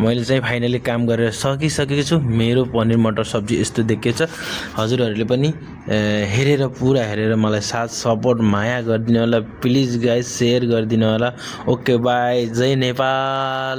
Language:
Nepali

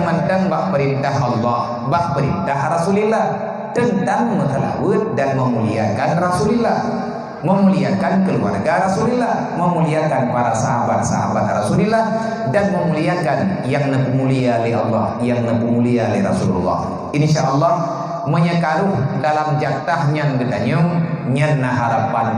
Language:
Achinese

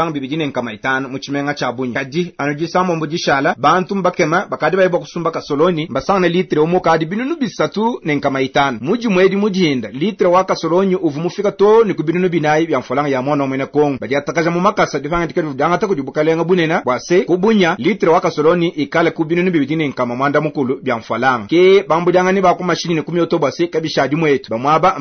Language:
Luba-Lulua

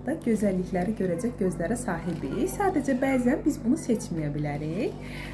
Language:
Azerbaijani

